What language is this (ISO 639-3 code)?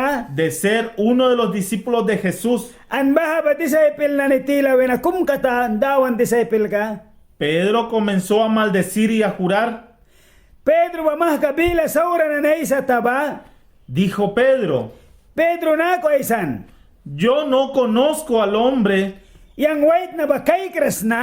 miq